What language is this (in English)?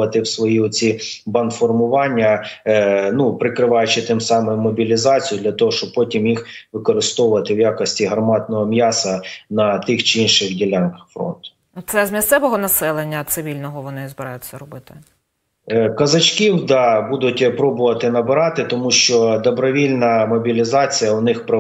Ukrainian